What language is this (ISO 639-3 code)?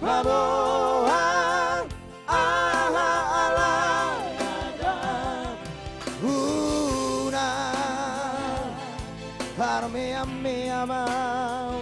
bbc